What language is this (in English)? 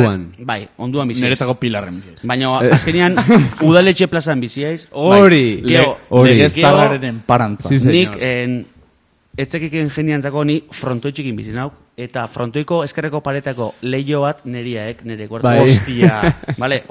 Basque